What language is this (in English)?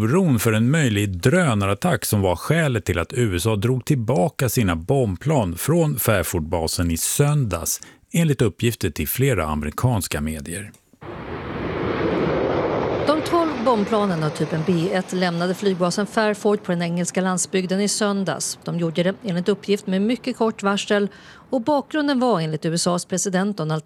Swedish